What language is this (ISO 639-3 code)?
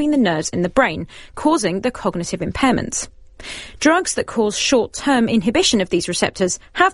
eng